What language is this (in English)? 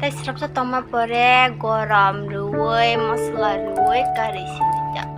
Kok Borok